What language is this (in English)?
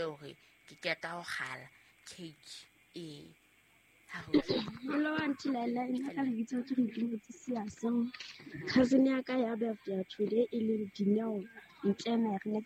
Southern Sotho